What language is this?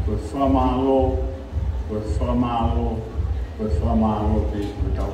Tongan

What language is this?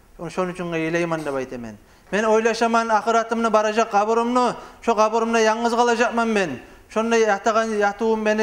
Kumyk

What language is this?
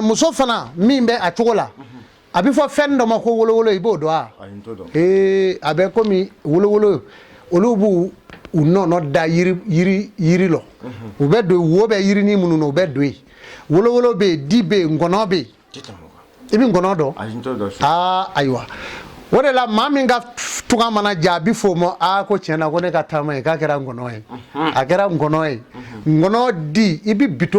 Bambara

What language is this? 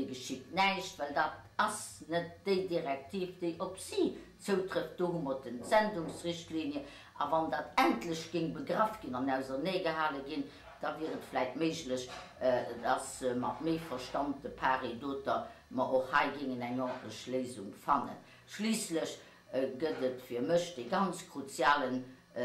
Luxembourgish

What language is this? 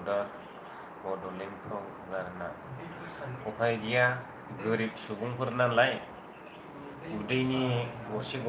Bodo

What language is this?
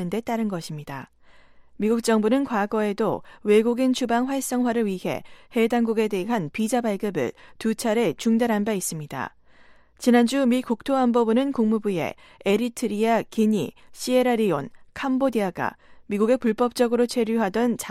Korean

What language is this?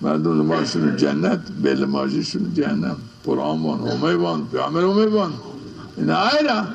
Zaza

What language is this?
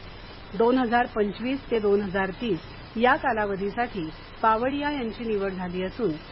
Marathi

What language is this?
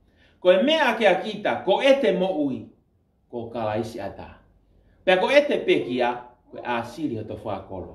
Tongan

